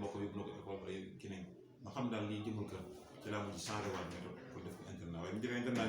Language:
Wolof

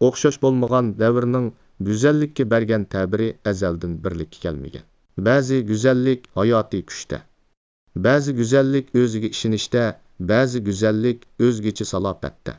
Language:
Uyghur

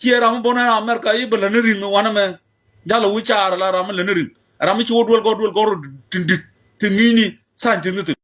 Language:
Nuer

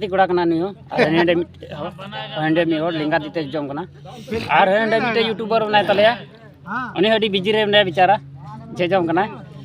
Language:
Santali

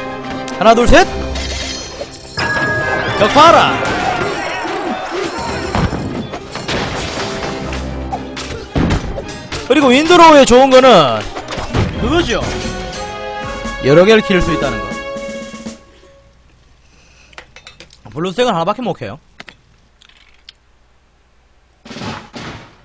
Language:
Korean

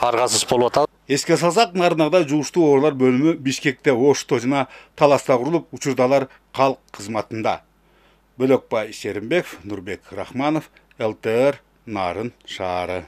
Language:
Kyrgyz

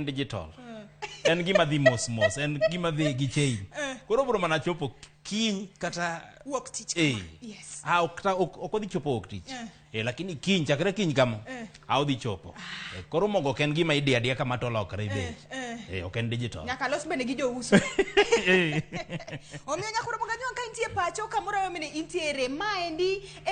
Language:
Luo (Kenya and Tanzania)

